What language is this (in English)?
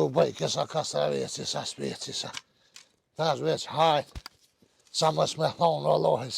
Albanian